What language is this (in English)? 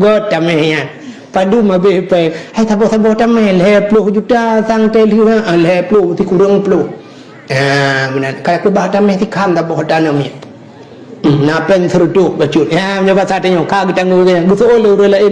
Achinese